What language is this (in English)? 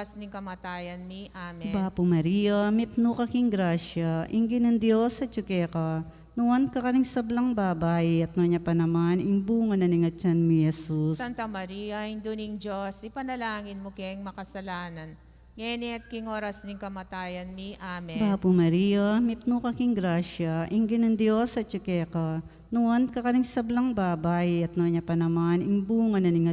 Pampanga